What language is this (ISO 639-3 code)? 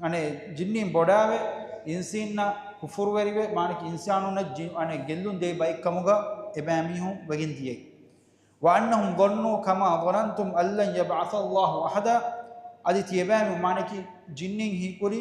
div